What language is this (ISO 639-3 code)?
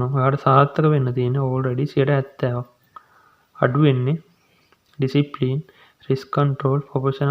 sin